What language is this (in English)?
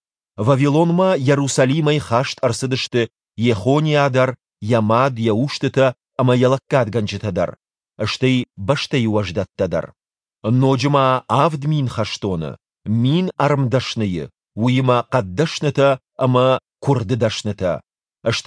Ossetic